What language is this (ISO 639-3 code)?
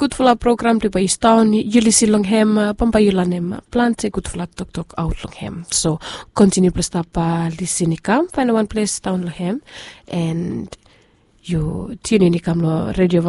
bis